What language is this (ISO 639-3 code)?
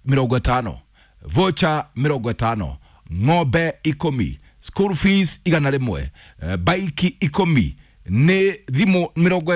kik